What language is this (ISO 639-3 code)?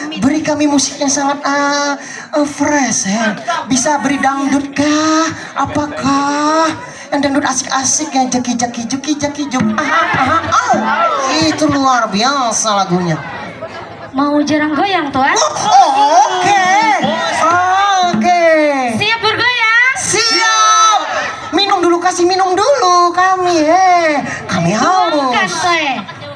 bjn